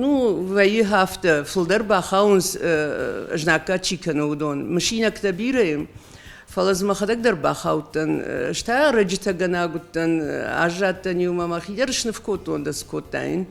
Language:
Ossetic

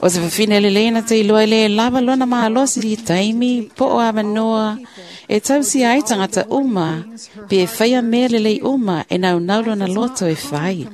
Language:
Samoan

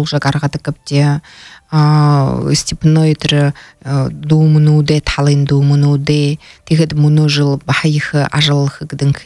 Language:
Buriat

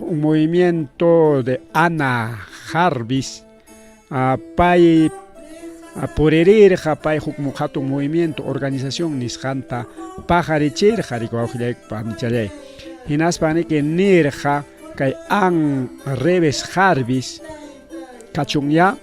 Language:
Ayacucho Quechua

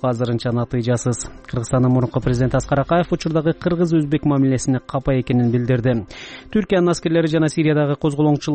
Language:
Kyrgyz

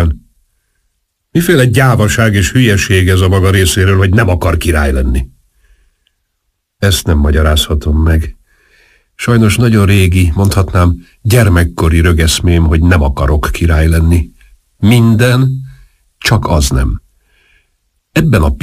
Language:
Hungarian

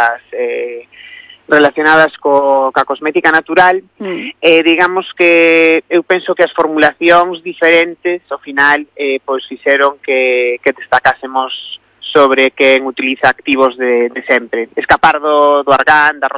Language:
Galician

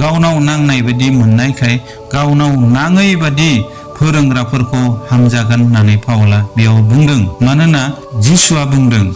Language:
Bodo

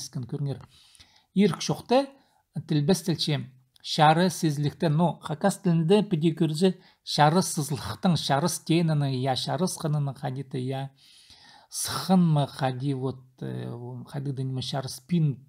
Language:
Khakas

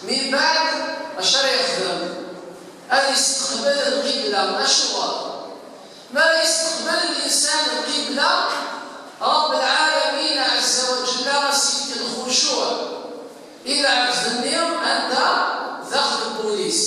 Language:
Kabyle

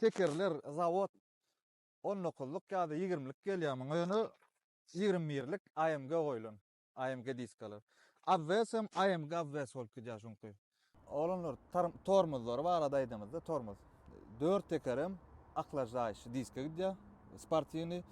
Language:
Turkmen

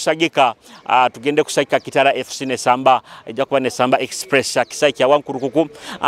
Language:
Nyoro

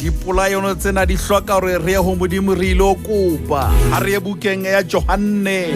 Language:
Southern Sotho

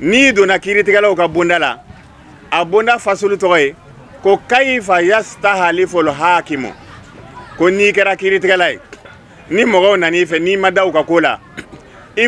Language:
Bambara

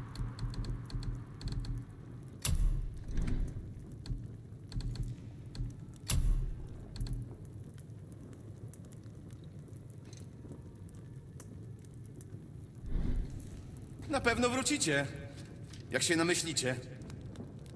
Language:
Polish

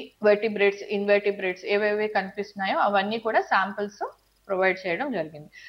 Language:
Telugu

